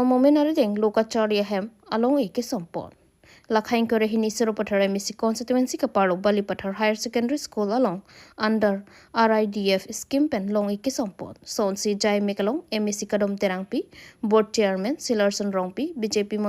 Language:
Karbi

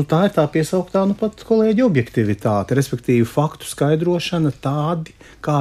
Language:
Latvian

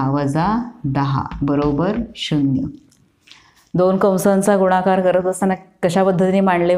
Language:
Marathi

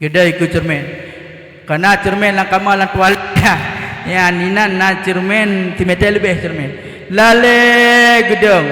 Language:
Achinese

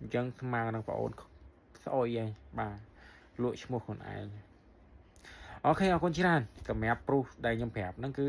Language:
Khmer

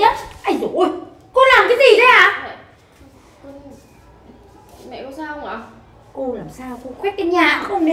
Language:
Vietnamese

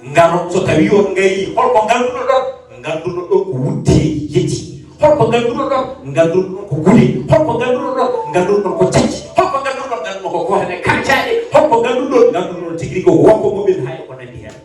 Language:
Fula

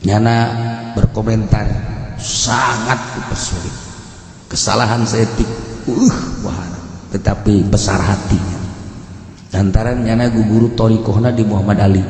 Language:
Sundanese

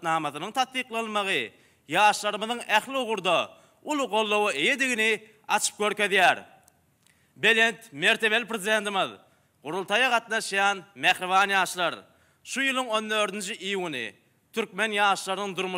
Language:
Turkmen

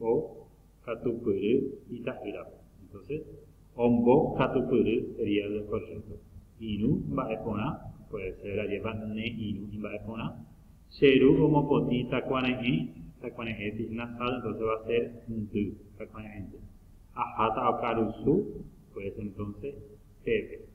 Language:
Guarani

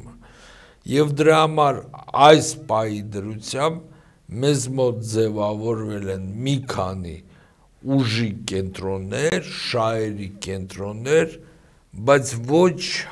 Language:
Armenian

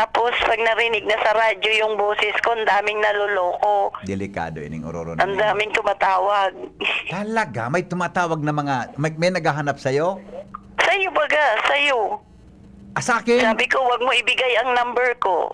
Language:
Bikol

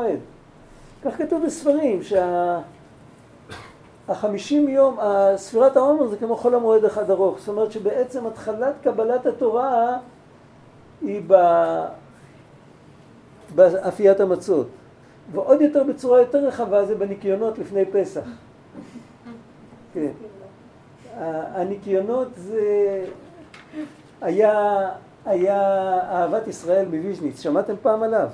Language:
Hebrew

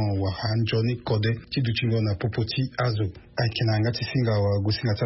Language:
Sango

